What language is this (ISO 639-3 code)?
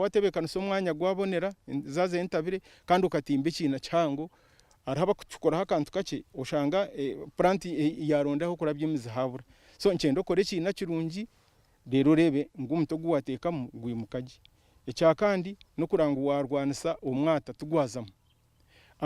nyn